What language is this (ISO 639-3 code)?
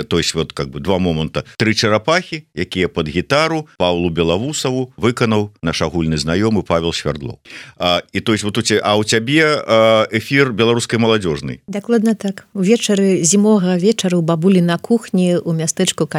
bel